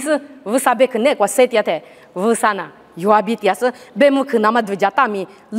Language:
Lisu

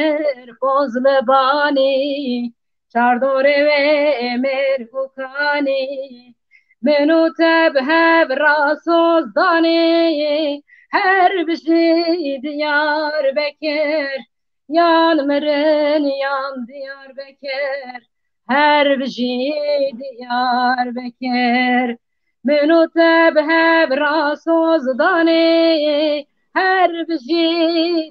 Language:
Kurdish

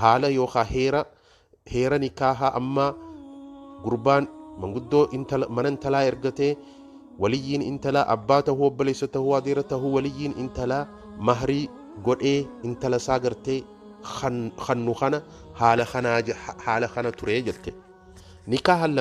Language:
Oromo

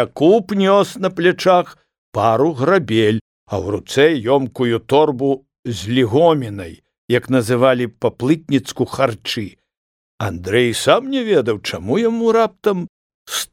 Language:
Belarusian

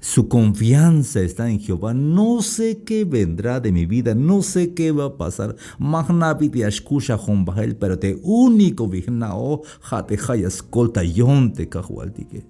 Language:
Tzeltal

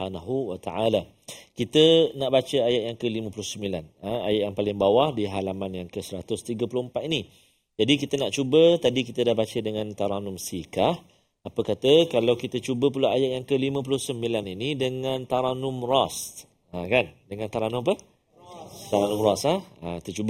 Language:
Malay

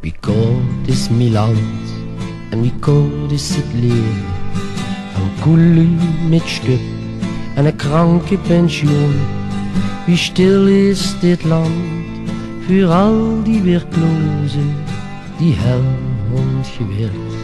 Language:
Limburgish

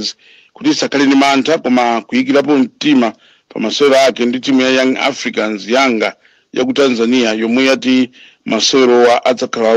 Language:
Nyanja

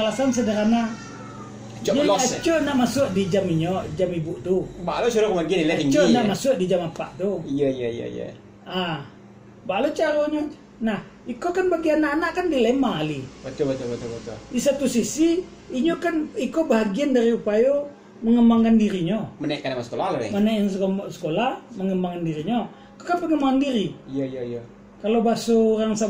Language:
Minangkabau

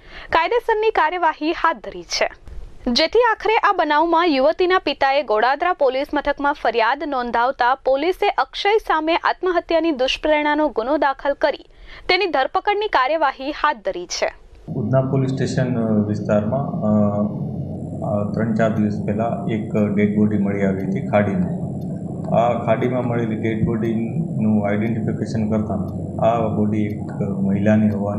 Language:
Gujarati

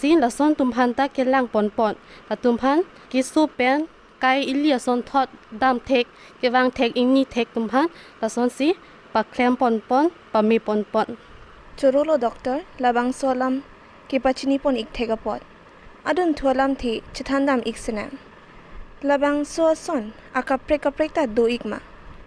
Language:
Karbi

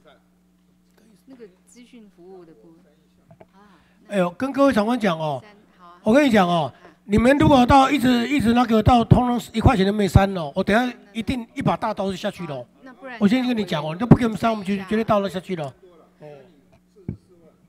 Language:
Chinese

